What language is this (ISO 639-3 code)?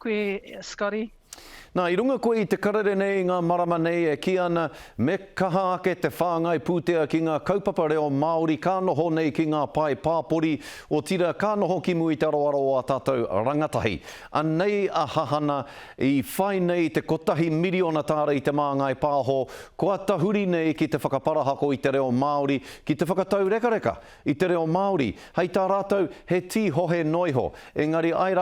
mri